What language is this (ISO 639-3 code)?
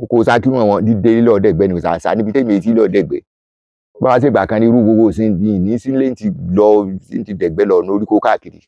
yor